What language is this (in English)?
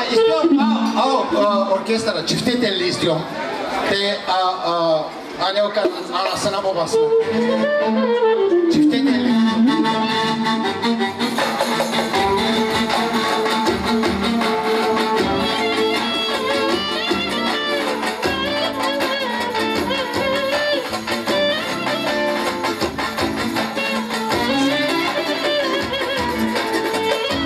Bulgarian